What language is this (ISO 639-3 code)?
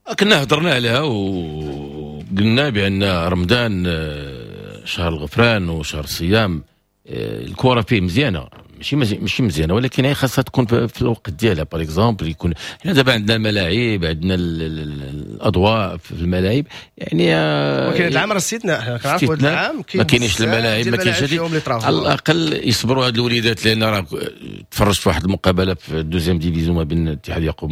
ary